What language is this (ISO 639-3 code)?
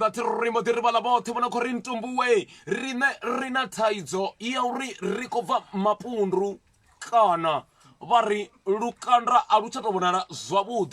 ven